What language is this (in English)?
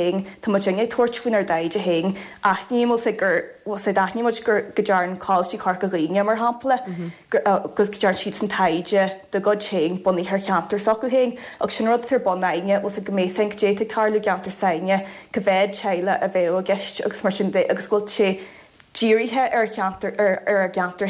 Irish